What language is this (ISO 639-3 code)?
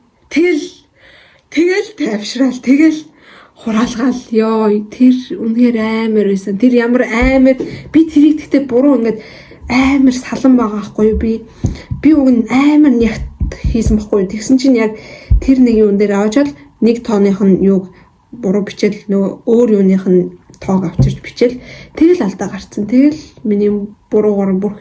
mon